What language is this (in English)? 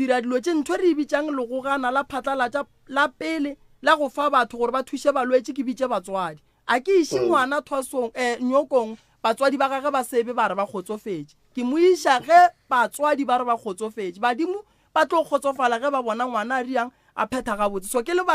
Northern Sotho